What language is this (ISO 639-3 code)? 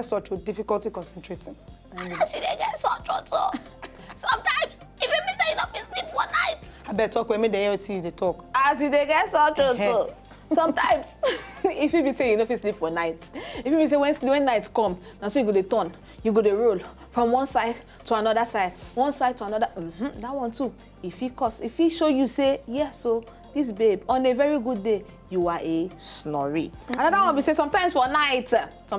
pcm